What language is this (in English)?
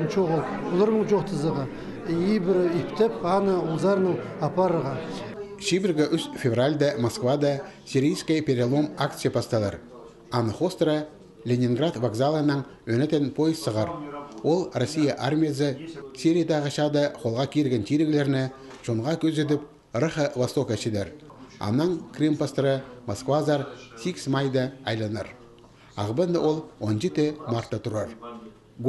Khakas